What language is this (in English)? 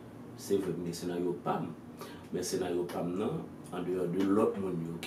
Haitian Creole